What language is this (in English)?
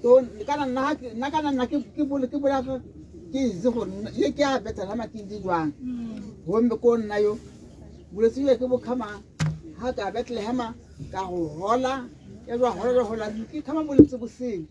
Tswana